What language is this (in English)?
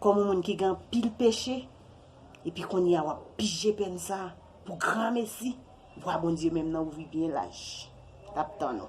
Haitian Creole